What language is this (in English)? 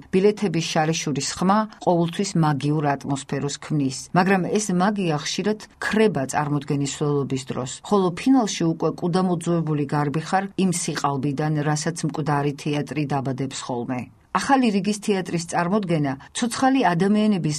Georgian